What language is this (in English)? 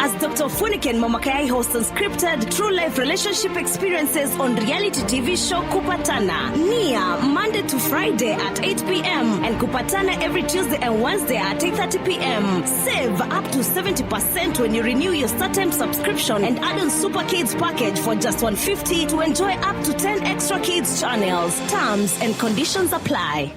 Meru